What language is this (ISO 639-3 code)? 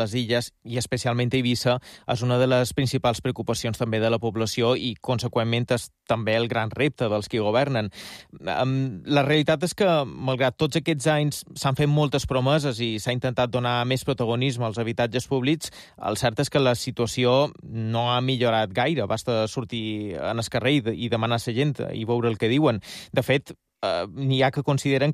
cat